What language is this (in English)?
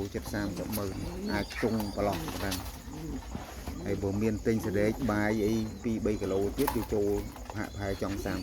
Khmer